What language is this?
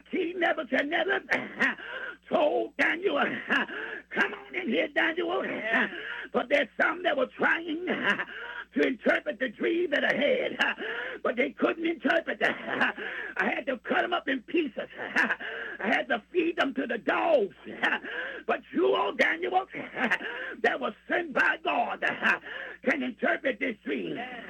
English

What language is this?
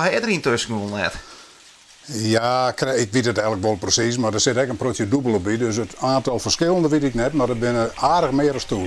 Western Frisian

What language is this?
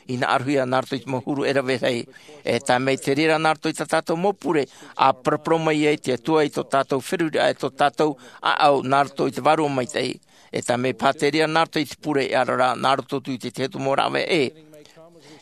Tahitian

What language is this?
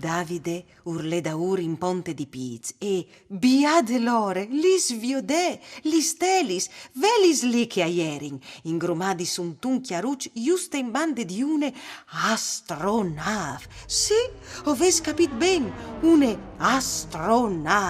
Friulian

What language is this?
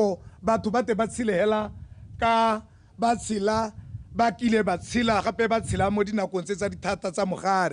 Tswana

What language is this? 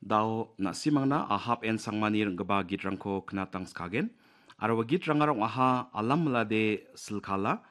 Garo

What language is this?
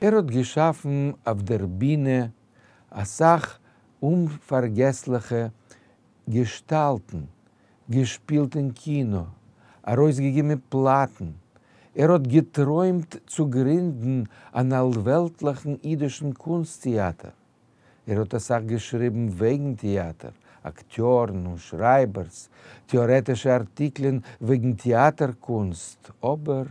Yiddish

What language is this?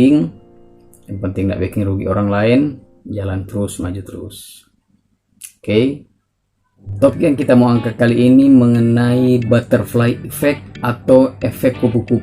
Manado Malay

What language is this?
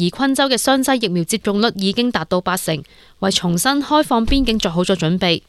Cantonese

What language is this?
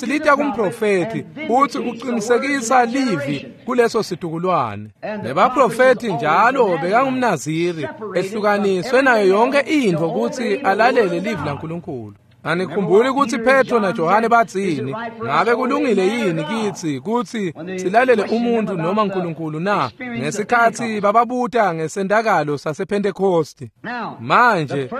Swati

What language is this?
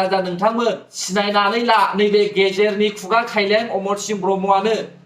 Bodo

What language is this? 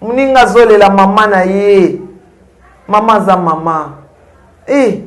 Lingala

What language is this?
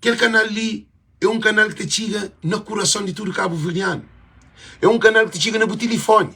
Kabuverdianu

